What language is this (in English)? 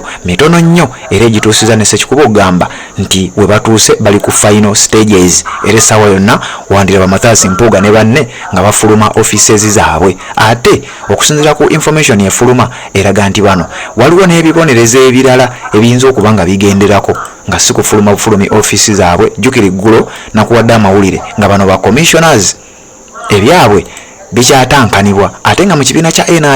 Ganda